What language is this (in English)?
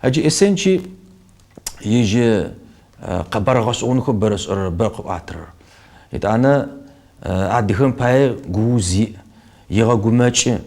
Kabardian